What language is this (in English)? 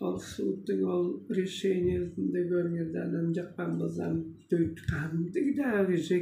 Tuvinian